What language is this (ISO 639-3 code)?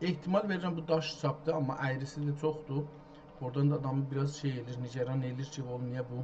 azb